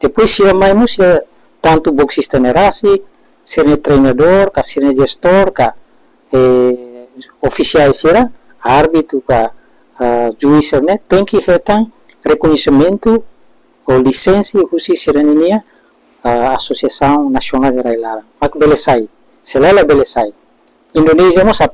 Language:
Tetum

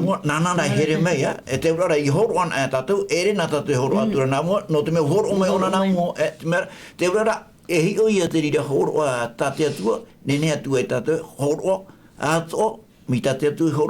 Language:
Tahitian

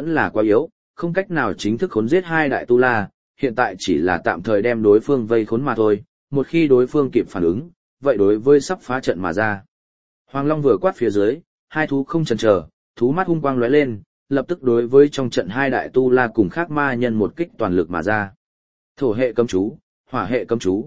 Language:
Vietnamese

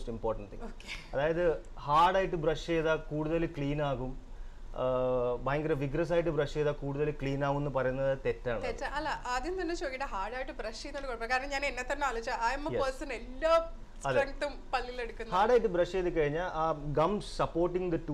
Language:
Malayalam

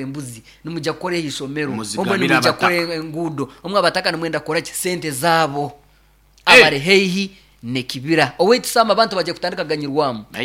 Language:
Nyoro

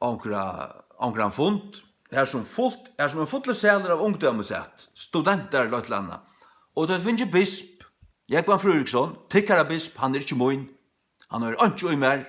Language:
Faroese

